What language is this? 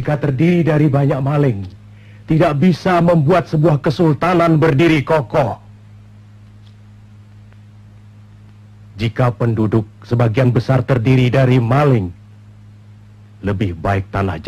Indonesian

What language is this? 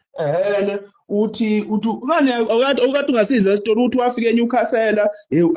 Zulu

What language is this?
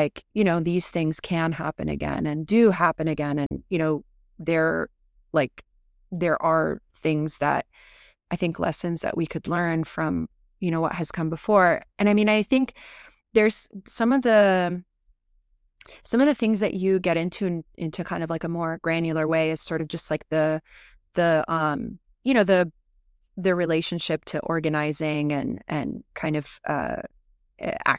English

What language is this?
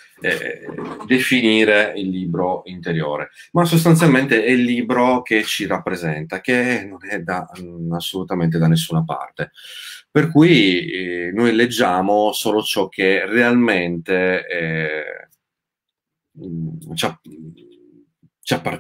Italian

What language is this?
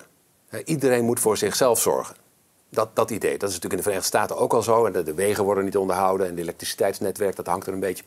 Dutch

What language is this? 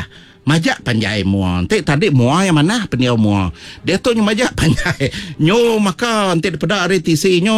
Iban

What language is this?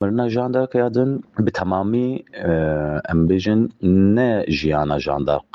Kurdish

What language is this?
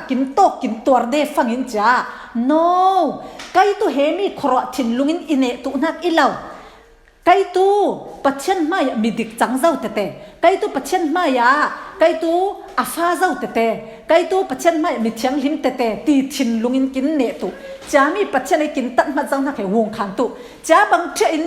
Falam Chin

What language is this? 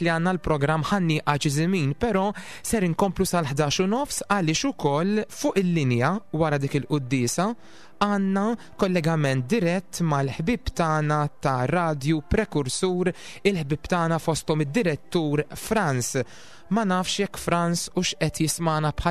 Maltese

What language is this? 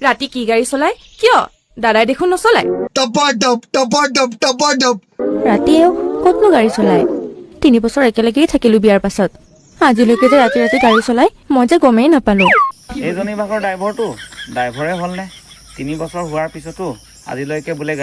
Assamese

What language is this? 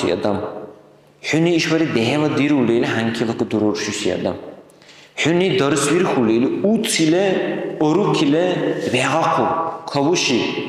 Dargwa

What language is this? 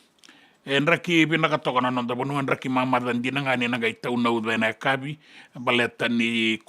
Fijian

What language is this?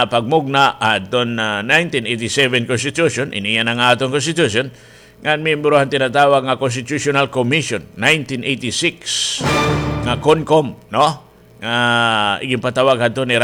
Waray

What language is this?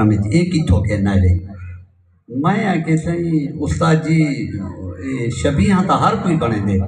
Saraiki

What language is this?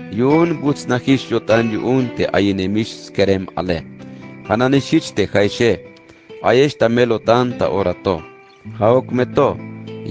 Tzeltal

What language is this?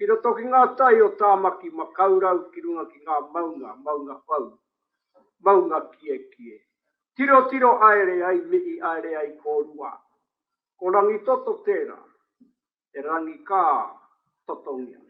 Māori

